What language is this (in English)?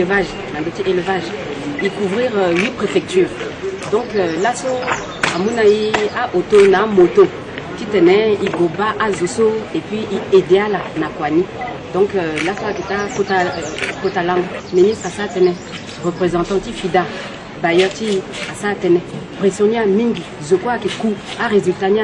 Sango